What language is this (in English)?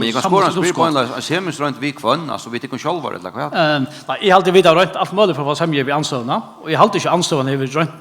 Faroese